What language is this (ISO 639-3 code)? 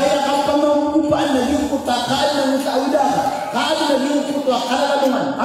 mrw